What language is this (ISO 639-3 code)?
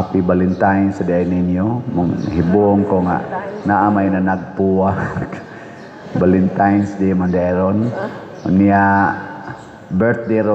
ceb